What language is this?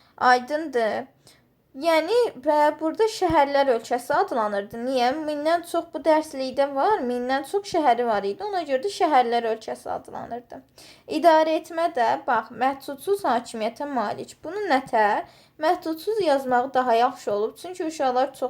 Azerbaijani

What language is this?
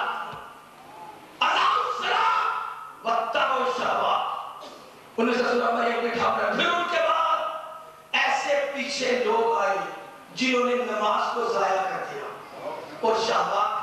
Urdu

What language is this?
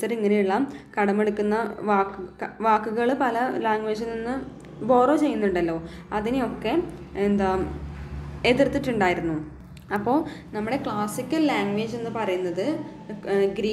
Malayalam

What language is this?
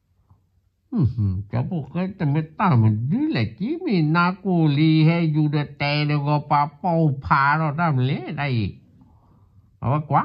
S'gaw Karen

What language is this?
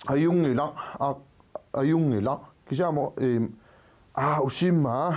Kalaallisut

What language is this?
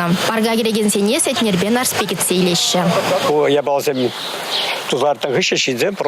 Chuvash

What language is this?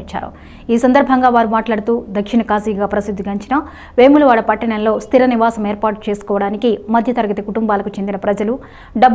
Telugu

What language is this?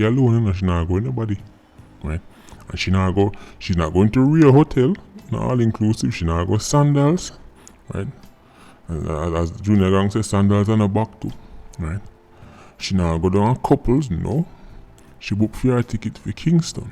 Jamaican Creole English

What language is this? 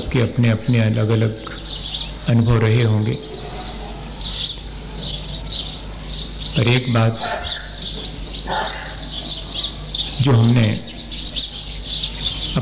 Hindi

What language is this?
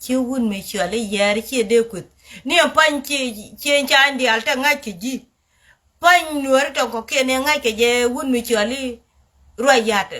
Nuer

